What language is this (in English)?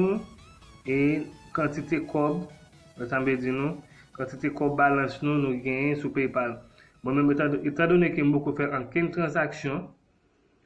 Haitian Creole